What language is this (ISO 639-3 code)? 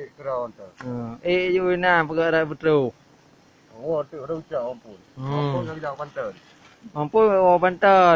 ace